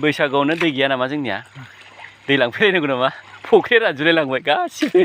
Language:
Bodo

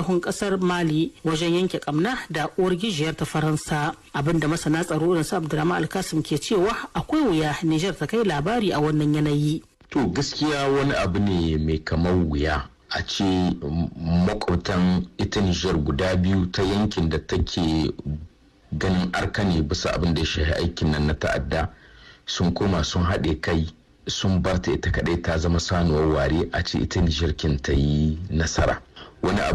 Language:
Hausa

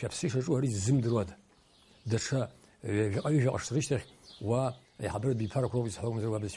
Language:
Abkhazian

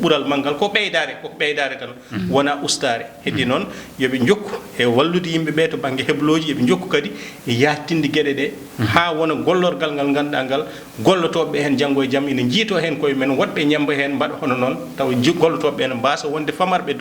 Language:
Fula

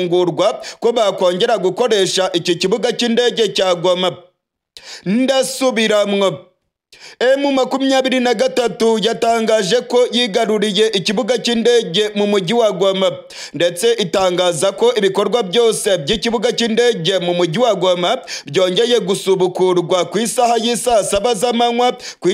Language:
Kinyarwanda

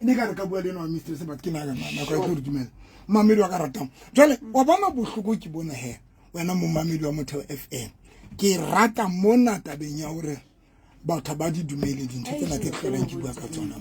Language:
Southern Sotho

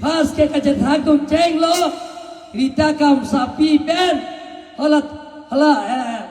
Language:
Karbi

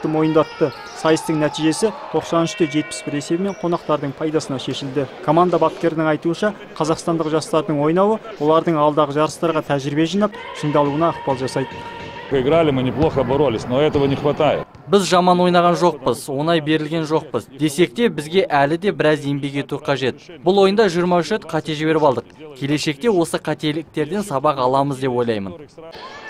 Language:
Kazakh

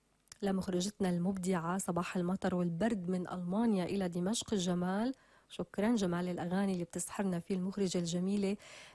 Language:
North Levantine Arabic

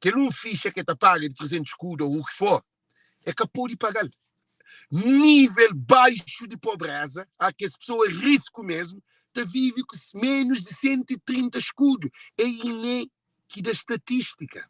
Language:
Kabuverdianu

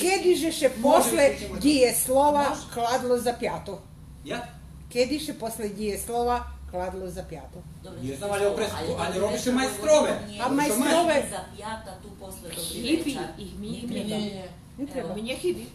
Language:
Rusyn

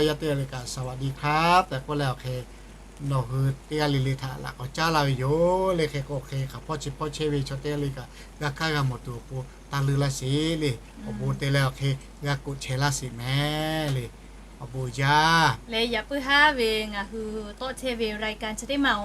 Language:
Lahu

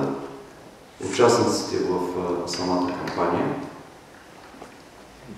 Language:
Bulgarian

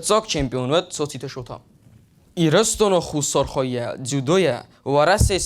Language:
Ossetic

